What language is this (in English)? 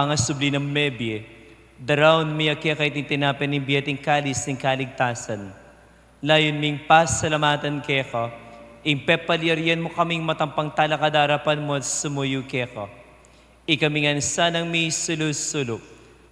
Pampanga